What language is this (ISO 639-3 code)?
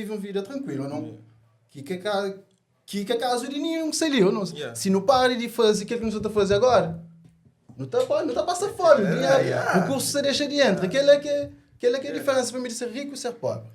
kea